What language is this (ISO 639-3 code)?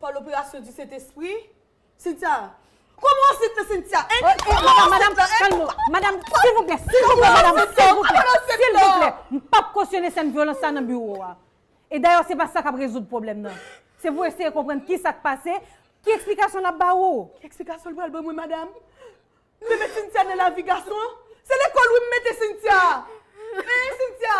hat